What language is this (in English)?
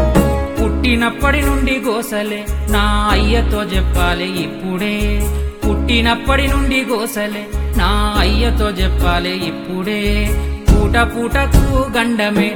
Telugu